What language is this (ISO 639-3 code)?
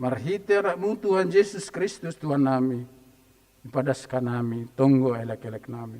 bts